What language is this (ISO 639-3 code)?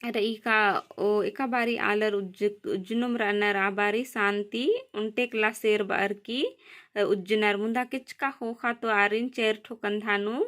kru